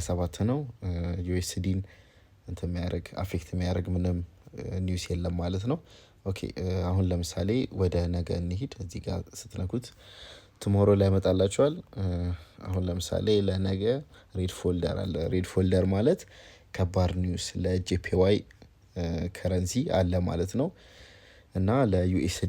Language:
Amharic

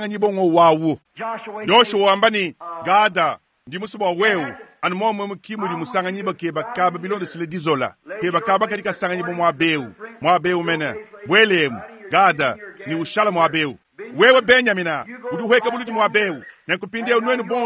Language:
Luba-Lulua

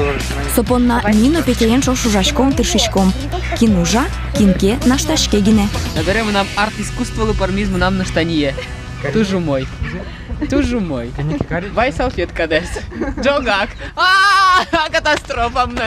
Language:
Udmurt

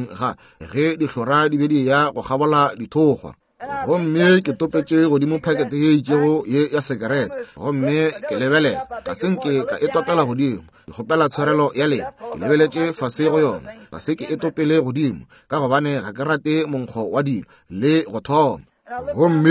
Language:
Northern Sotho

